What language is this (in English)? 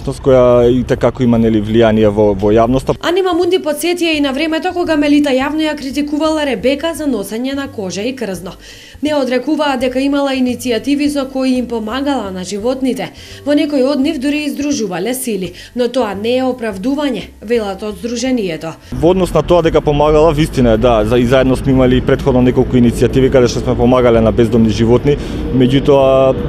Macedonian